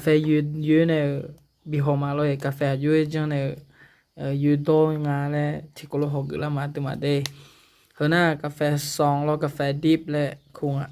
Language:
Akha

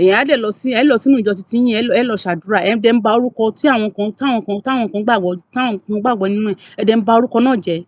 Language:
Yoruba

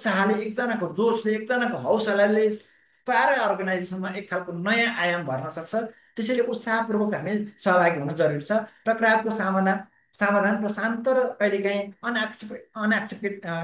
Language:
Nepali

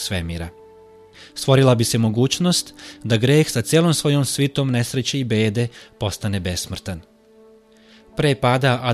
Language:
Serbian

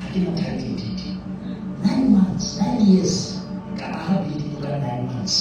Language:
Southern Sotho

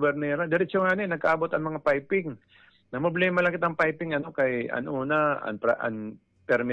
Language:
Waray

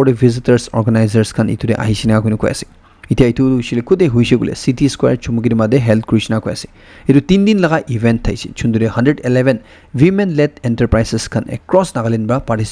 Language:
Naga Pidgin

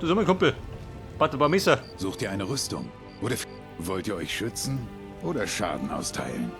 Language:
Bavarian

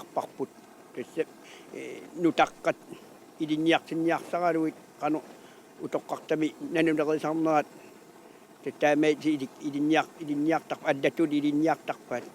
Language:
Kalaallisut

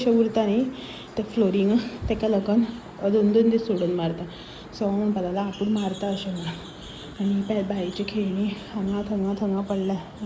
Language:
Konkani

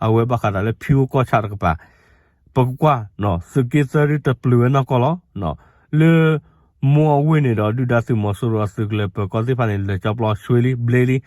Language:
S'gaw Karen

